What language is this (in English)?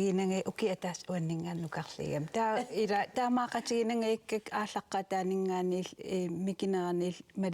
Kalaallisut